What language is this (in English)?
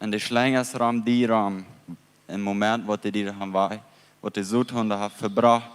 Plautdietsch